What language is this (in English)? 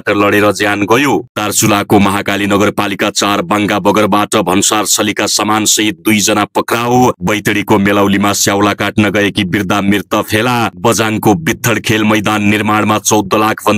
Nepali